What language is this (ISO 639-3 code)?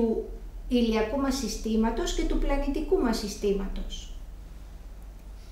ell